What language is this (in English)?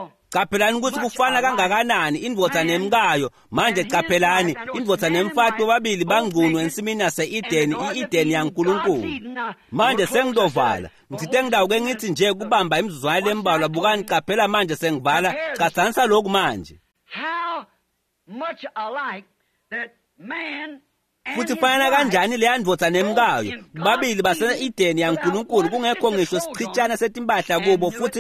Swati